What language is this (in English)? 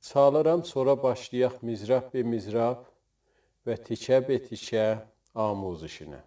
South Azerbaijani